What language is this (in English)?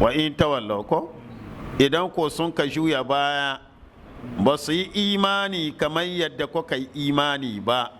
Hausa